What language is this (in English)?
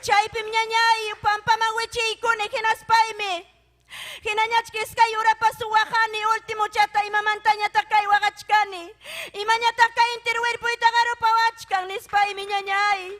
Ayacucho Quechua